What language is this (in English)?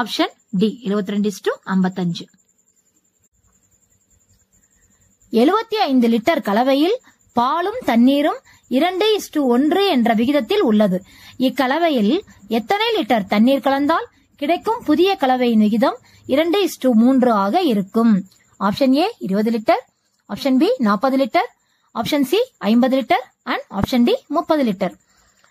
Tamil